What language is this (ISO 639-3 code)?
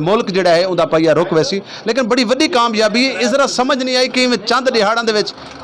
skr